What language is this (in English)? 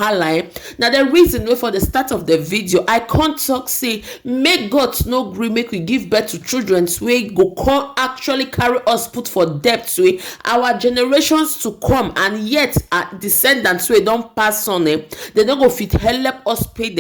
Nigerian Pidgin